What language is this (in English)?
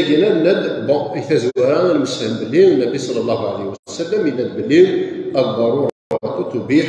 Kabyle